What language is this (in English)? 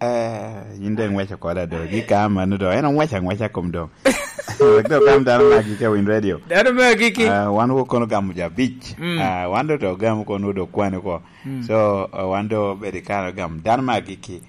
Lango (Uganda)